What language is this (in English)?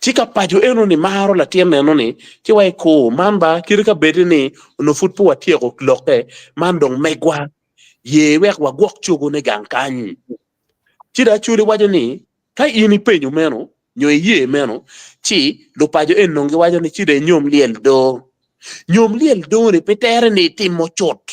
Acoli